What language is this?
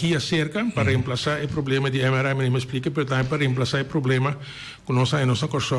Papiamento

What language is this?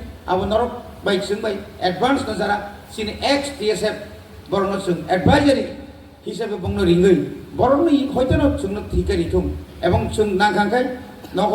Kok Borok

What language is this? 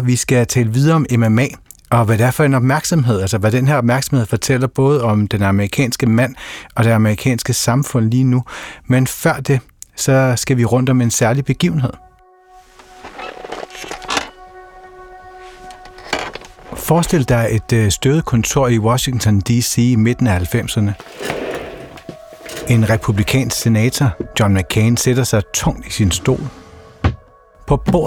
Danish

